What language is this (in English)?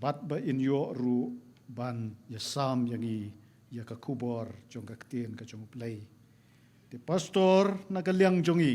Khasi